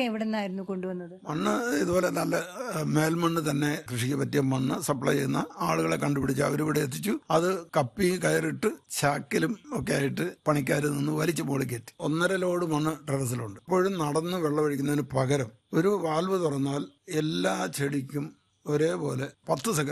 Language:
Malayalam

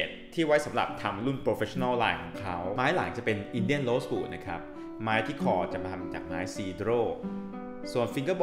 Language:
Thai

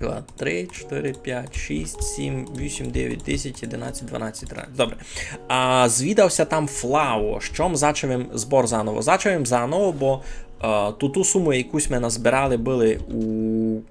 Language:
Rusyn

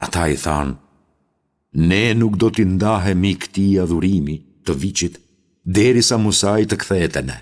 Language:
Albanian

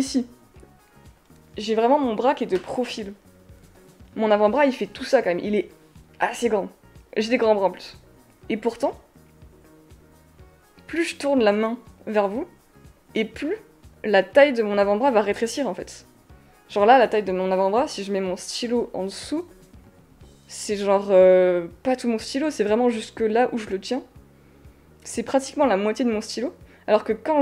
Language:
French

